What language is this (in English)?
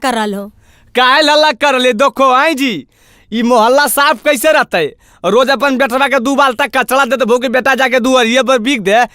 Magahi